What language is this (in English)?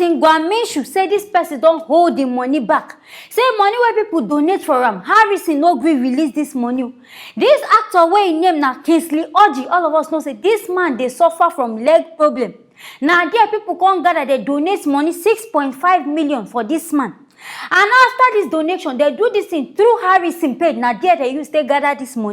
Nigerian Pidgin